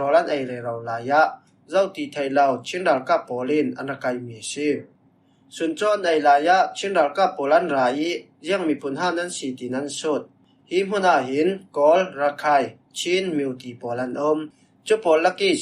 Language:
Falam Chin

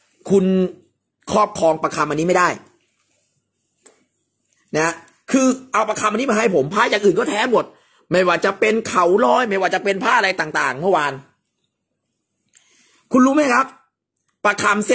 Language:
Thai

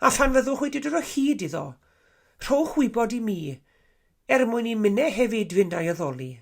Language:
Welsh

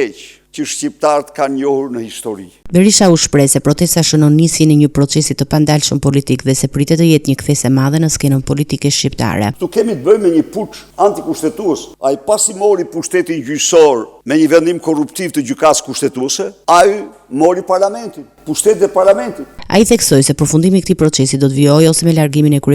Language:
Albanian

